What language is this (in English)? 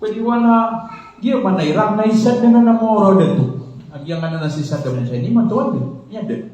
Maranao